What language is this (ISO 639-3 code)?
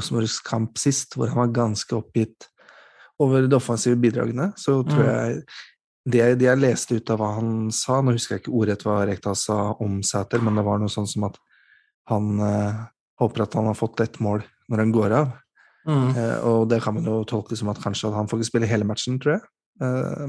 nor